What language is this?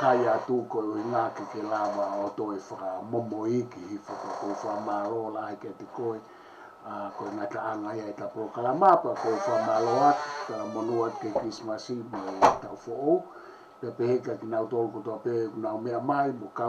Tongan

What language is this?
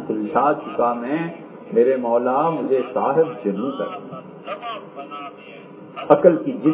Urdu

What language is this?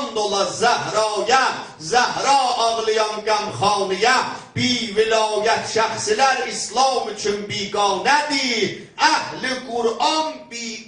South Azerbaijani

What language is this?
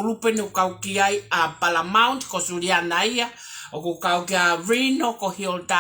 Tongan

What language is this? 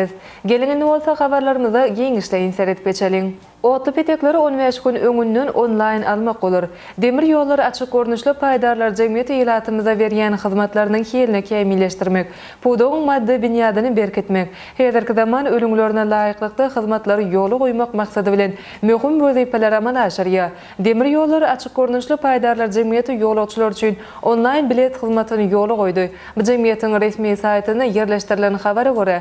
Turkmen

